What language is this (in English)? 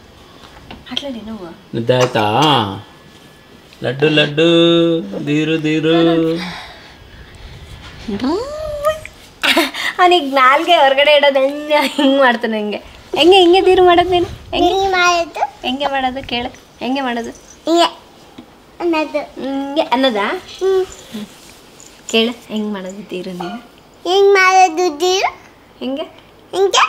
Kannada